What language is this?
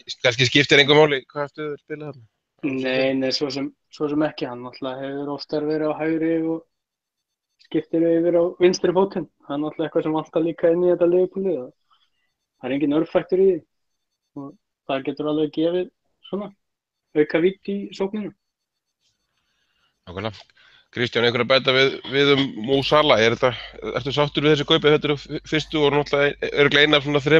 Icelandic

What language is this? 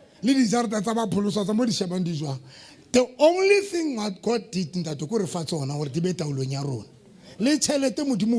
Southern Sotho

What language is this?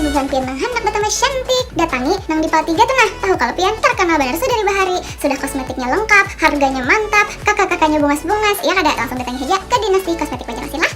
Banjar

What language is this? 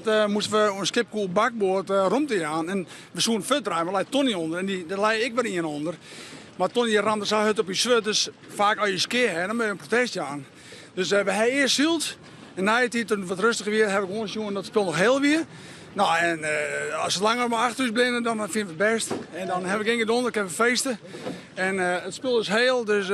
Western Frisian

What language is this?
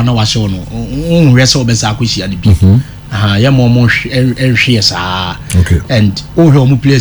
Akan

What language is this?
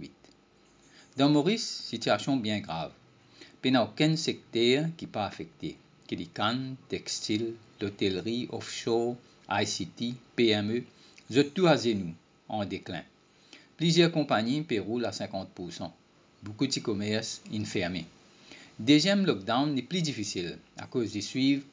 Morisyen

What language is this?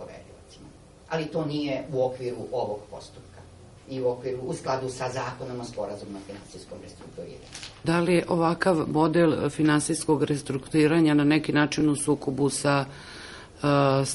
Serbian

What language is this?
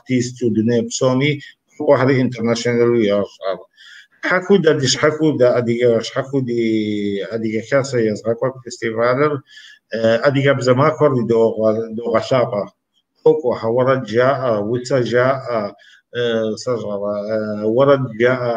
Kabardian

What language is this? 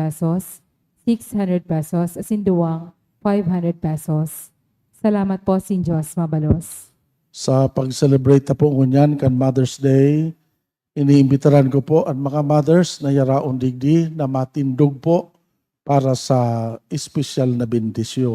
Bikol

